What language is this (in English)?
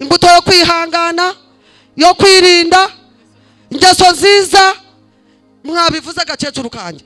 Kinyarwanda